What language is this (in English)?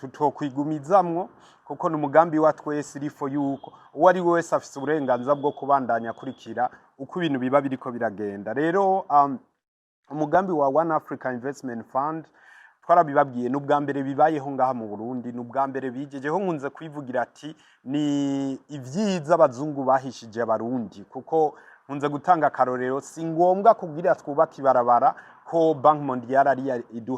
Rundi